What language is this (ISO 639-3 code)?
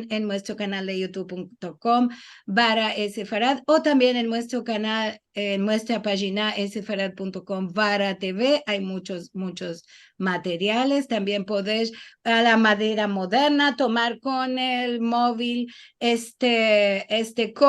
lad